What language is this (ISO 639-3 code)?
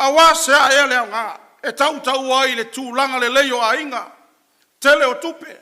smo